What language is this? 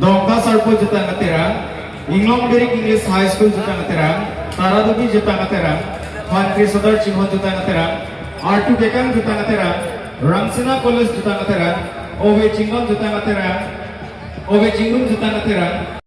Karbi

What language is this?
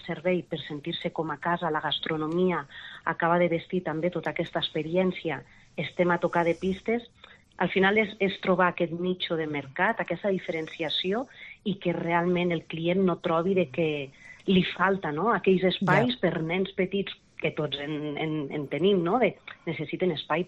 Catalan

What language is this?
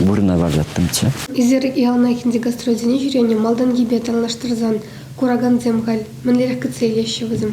Chuvash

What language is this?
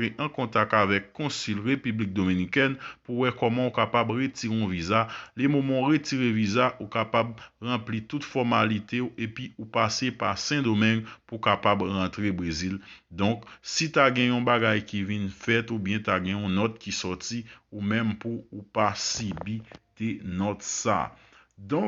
Haitian Creole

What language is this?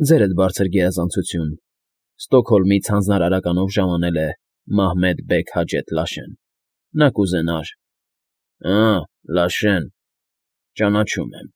Armenian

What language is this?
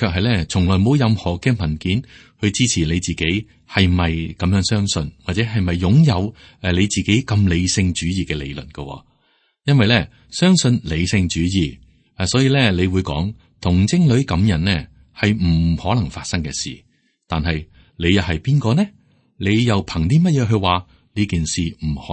Cantonese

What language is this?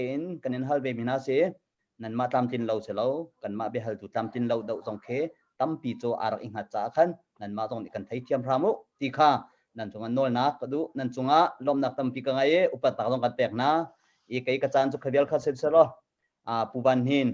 Hakha Chin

